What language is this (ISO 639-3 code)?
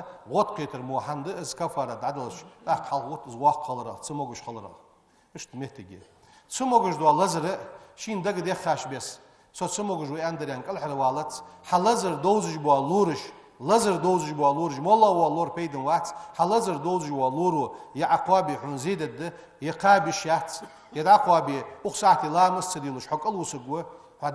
inh